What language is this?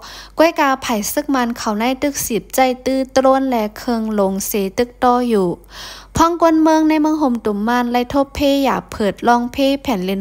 Lao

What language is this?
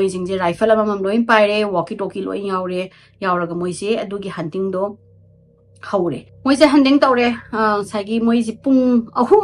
Manipuri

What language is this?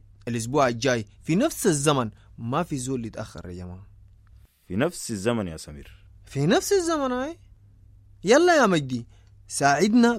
Sudanese Arabic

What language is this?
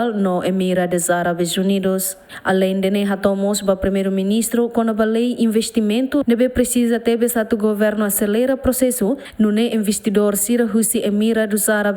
Tetum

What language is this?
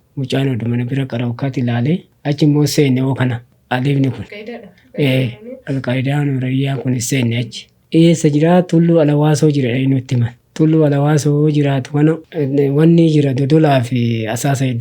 Oromo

